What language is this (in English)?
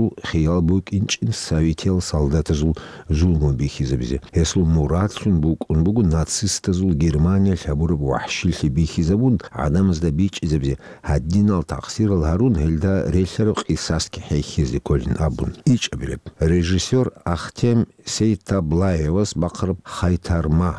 Avaric